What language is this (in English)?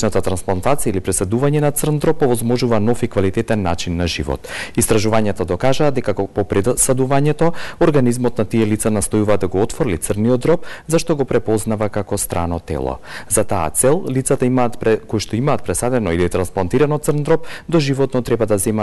Macedonian